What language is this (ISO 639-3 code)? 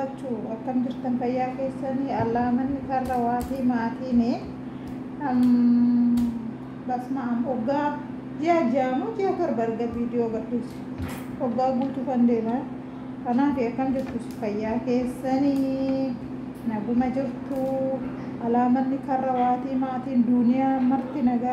orm